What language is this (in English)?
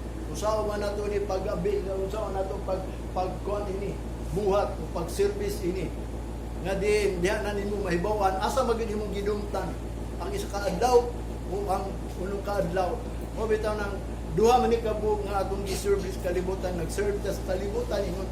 Cebuano